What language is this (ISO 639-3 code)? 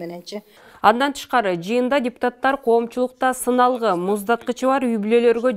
kir